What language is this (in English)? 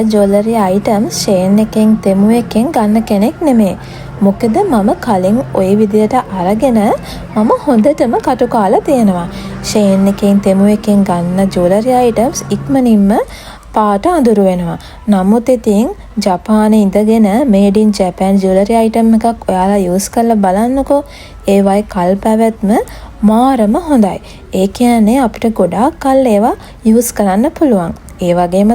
Sinhala